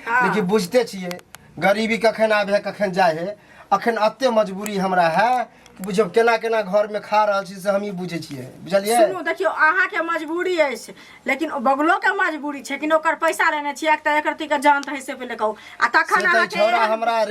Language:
Maithili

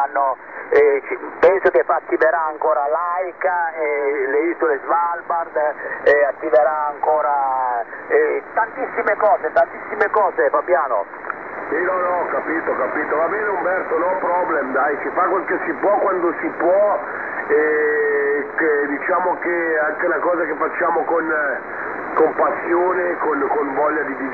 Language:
Italian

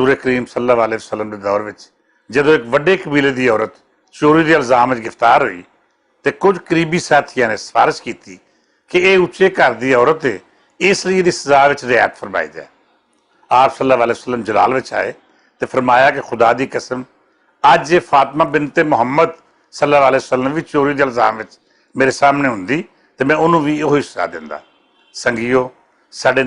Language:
Western Panjabi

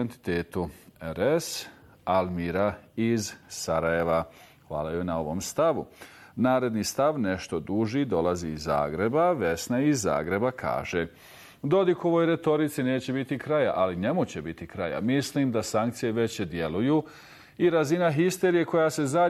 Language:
Bosnian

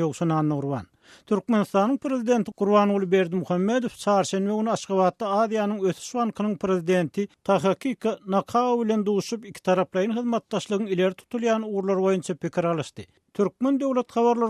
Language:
Turkmen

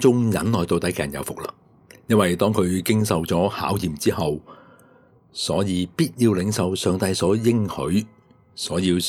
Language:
Cantonese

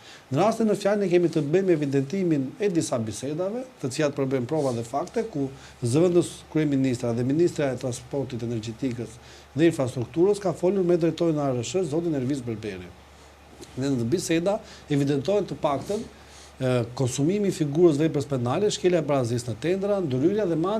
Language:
Albanian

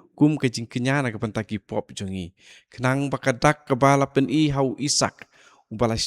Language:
Khasi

